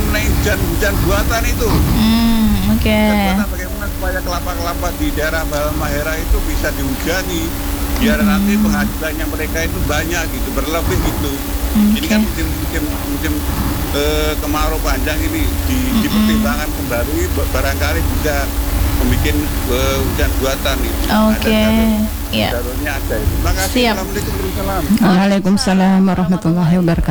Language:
Indonesian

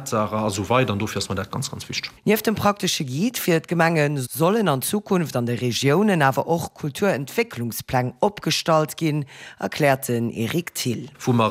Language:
Luxembourgish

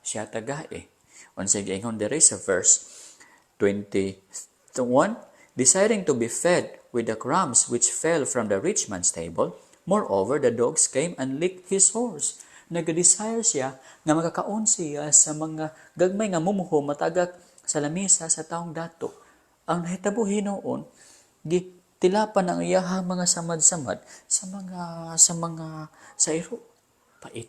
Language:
Cebuano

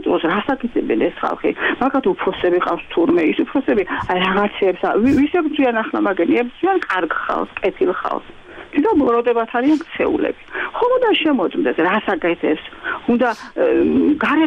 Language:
Georgian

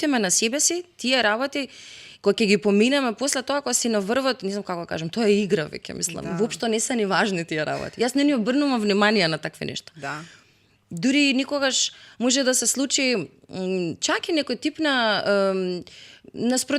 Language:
Macedonian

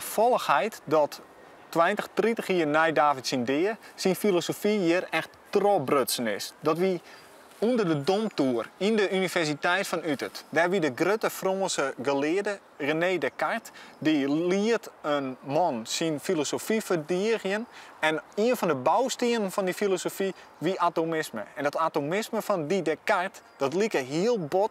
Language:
Western Frisian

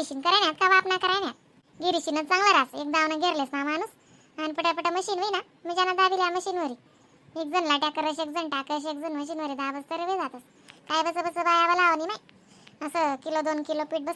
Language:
Khandesi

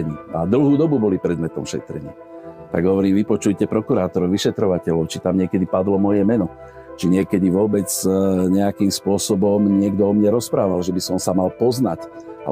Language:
Slovak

